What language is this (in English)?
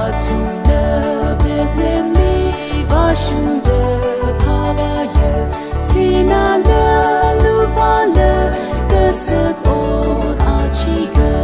Tangkhul Naga (India)